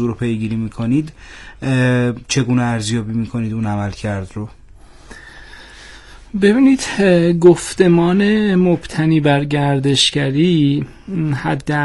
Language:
Persian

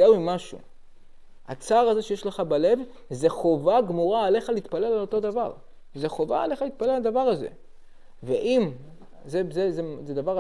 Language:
Hebrew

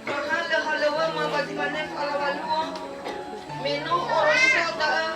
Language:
Nias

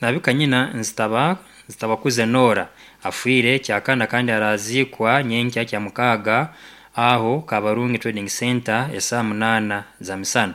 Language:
Nyankole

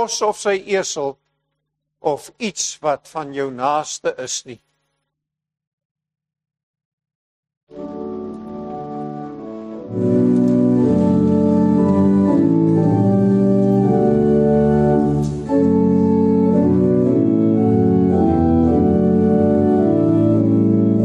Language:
Afrikaans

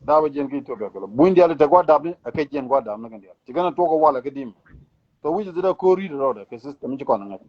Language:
Nuer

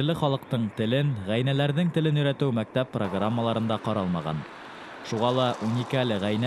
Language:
Bashkir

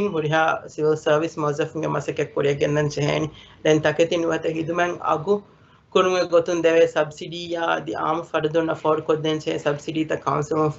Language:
Divehi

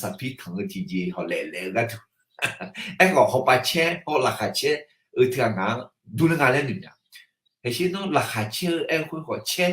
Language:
Akha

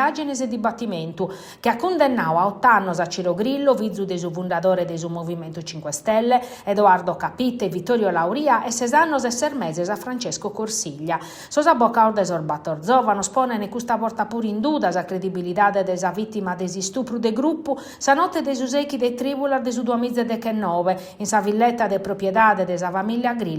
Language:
Sardinian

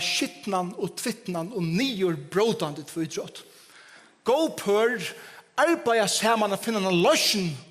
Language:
Faroese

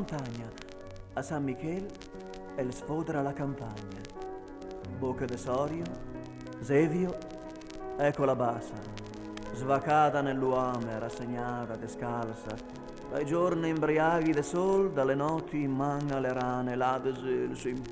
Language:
Venetian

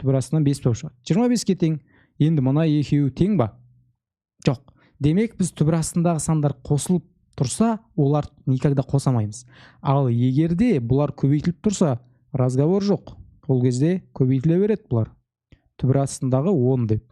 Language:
Kazakh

